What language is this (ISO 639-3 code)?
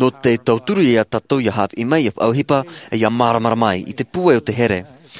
tah